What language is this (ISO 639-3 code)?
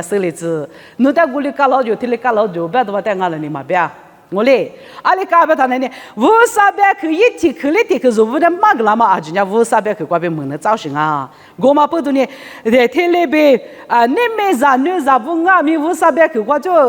lis